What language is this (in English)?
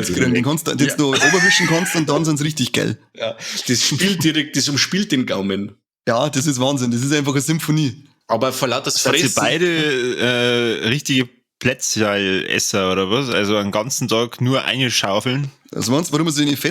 Bavarian